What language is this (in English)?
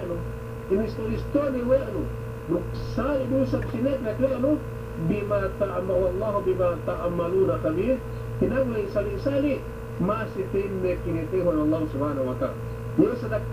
Yakan